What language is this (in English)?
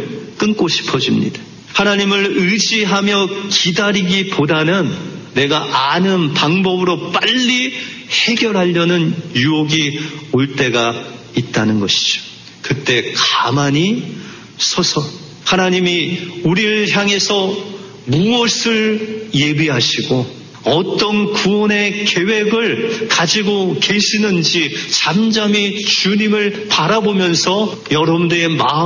Korean